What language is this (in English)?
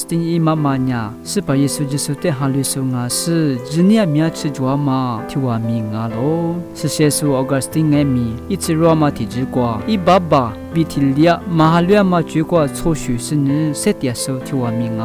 Lisu